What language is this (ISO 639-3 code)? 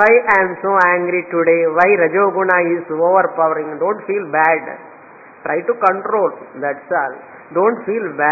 tel